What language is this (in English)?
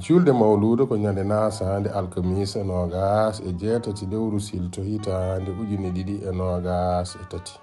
Fula